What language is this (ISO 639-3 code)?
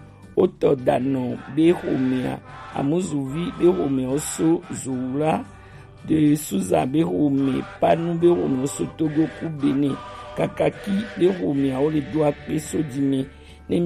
gej